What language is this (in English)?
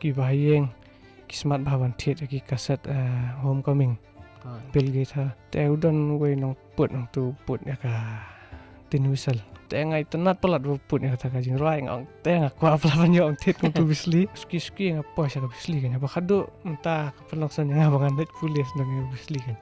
Khasi